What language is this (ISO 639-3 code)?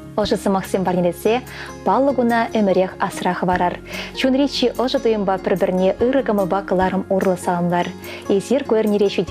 chv